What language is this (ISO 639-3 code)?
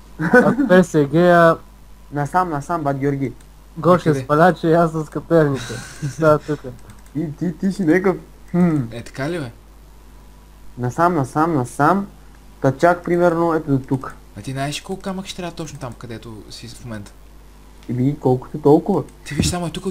bul